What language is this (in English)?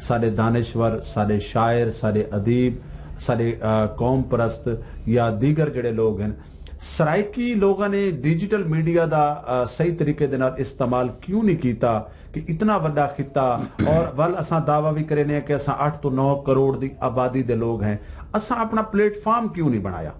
Saraiki